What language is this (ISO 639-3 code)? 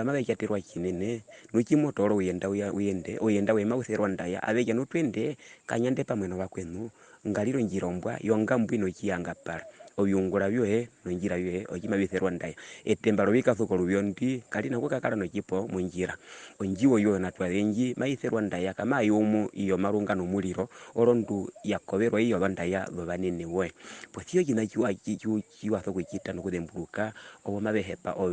her